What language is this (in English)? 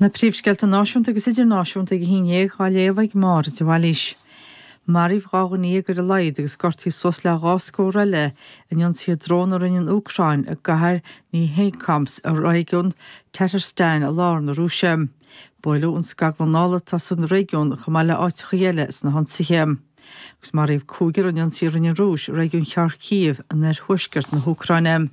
Irish